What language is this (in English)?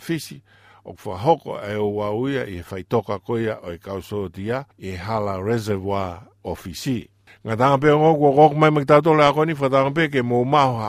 Tongan